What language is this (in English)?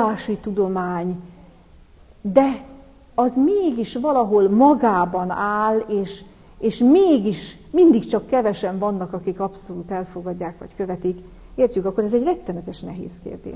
Hungarian